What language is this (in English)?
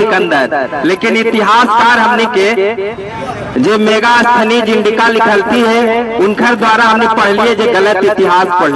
Magahi